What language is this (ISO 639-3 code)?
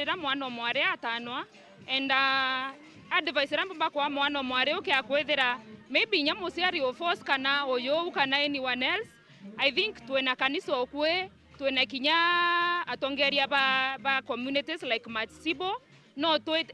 mer